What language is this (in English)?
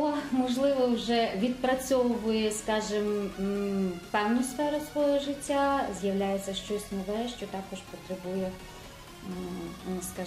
Ukrainian